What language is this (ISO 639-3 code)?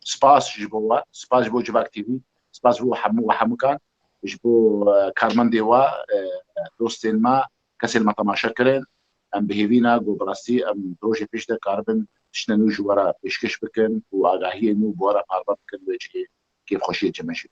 kur